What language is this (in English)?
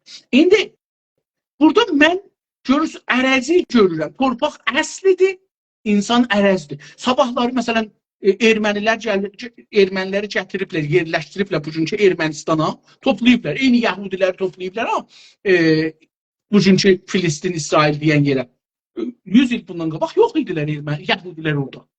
South Azerbaijani